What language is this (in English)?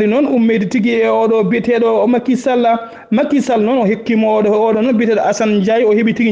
Fula